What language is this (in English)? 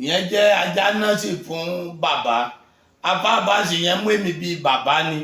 Yoruba